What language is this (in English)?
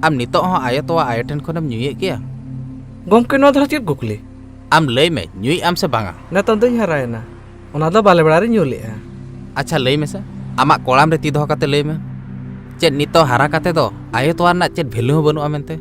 Santali